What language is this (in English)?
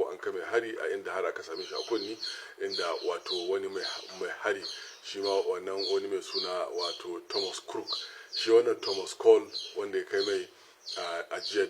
Hausa